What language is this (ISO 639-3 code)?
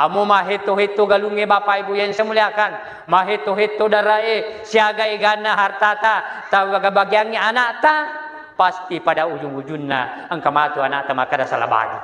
bug